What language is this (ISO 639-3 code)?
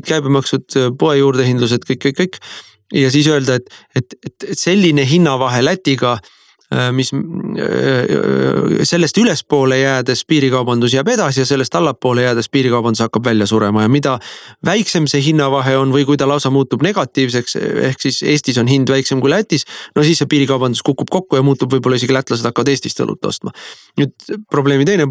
est